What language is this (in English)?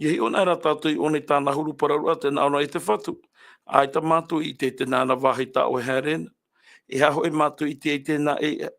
Tahitian